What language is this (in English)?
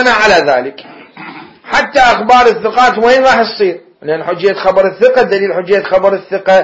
Mesopotamian Arabic